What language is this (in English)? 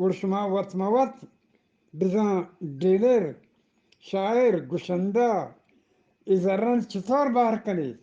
Eastern Balochi